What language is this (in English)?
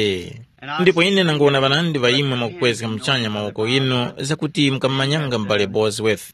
Tumbuka